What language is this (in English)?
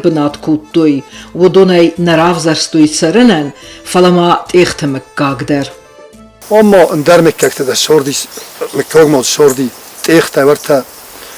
Ossetic